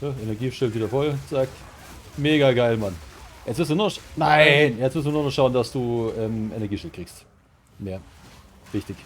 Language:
Bavarian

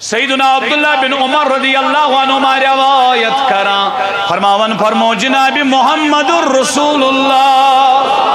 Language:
Kashmiri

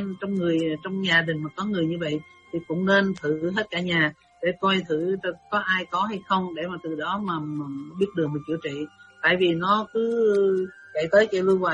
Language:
Vietnamese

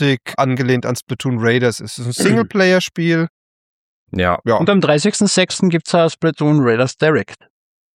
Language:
German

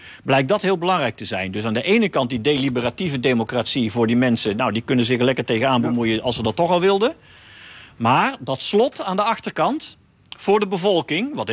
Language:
Dutch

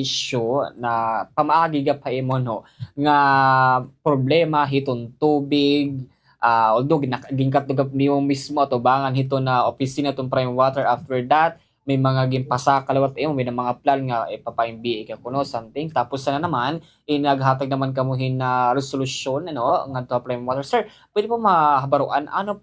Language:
Waray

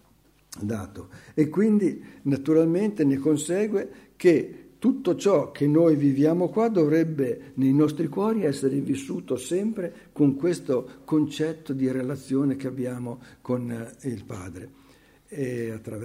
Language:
Italian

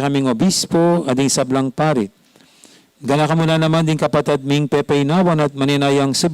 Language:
Pampanga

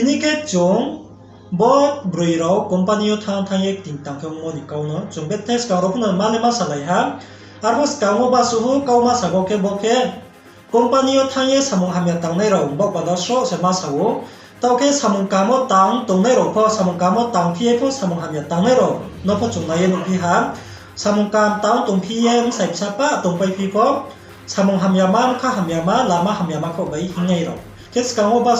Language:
Riang (India)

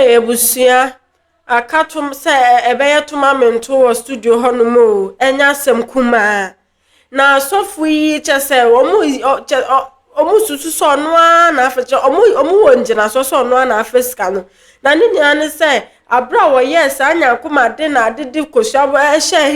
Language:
Akan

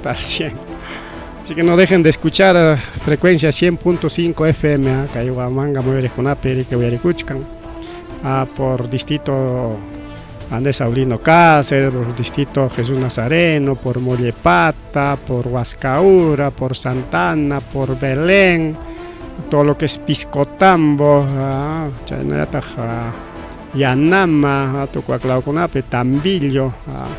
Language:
Ayacucho Quechua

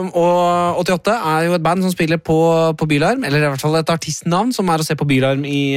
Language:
Norwegian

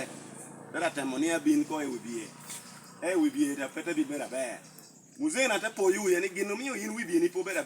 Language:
Lango (Uganda)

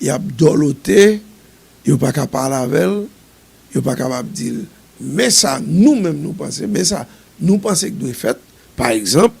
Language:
Haitian Creole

